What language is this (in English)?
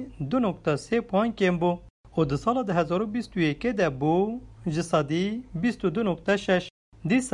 Kurdish